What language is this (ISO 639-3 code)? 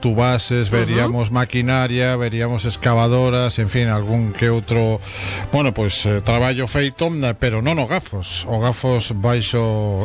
glg